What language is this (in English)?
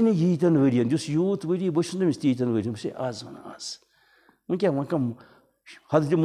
Kashmiri